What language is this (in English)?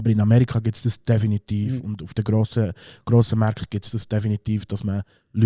Swiss German